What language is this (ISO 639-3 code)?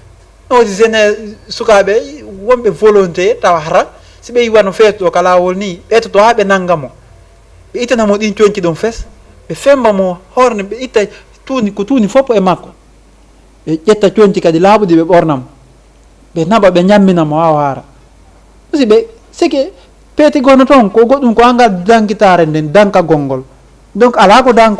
ful